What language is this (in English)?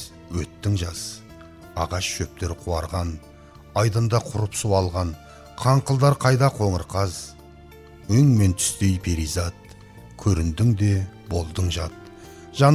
Kazakh